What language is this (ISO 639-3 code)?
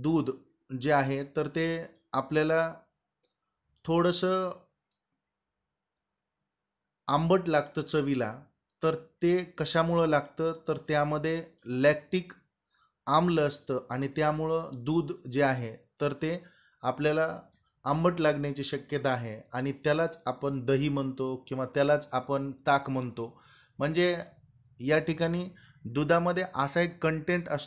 mar